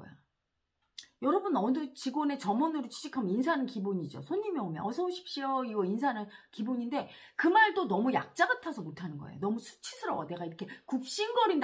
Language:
Korean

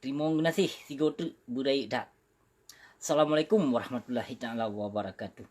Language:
Achinese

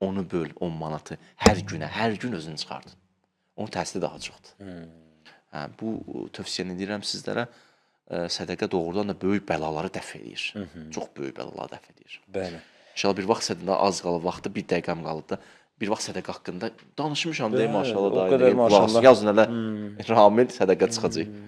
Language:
Azerbaijani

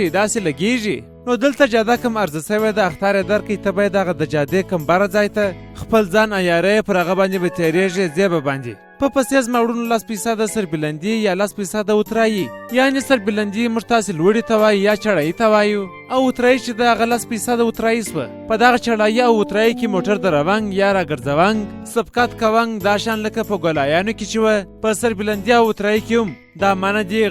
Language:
Pashto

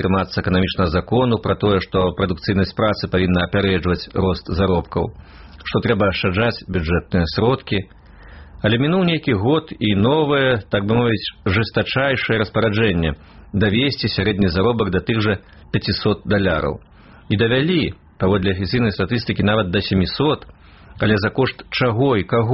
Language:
Belarusian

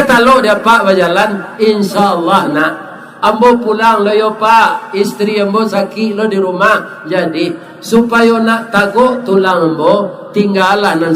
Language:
Minangkabau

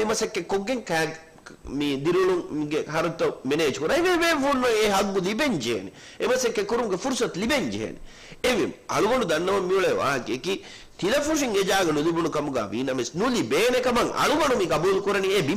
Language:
Divehi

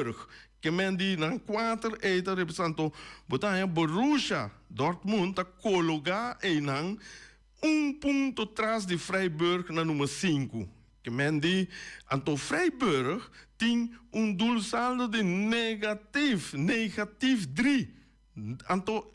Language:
Papiamento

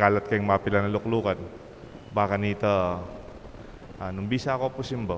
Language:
Pampanga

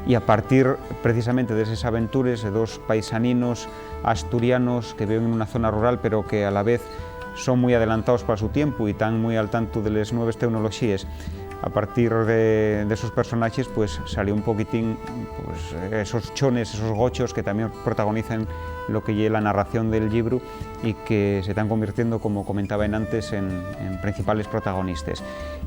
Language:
Asturian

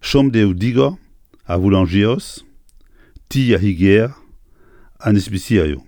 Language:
Breton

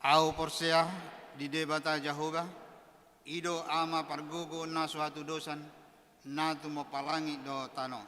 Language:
Batak Toba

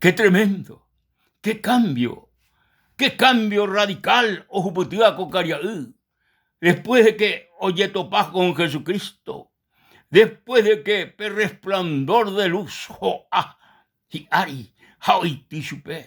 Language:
Guarani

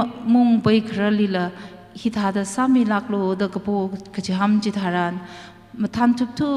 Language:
Tangkhul Naga (India)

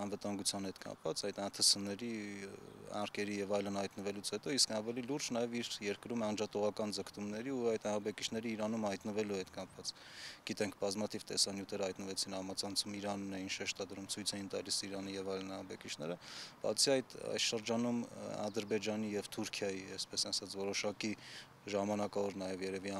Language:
Armenian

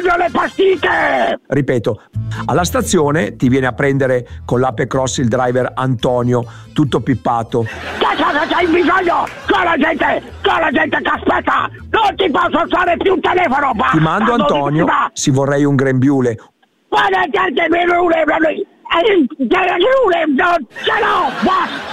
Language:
Italian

